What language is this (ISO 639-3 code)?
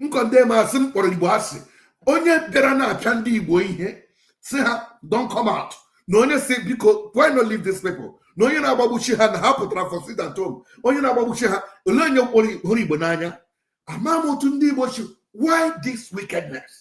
ibo